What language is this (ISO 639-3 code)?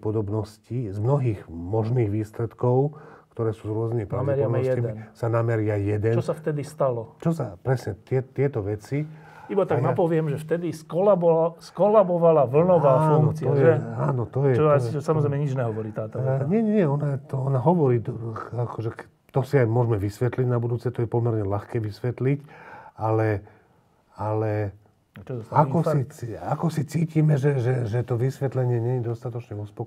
slk